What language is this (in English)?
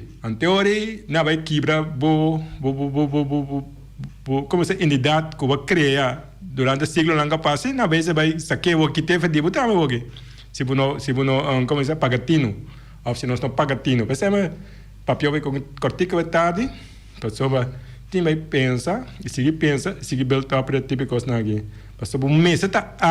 Papiamento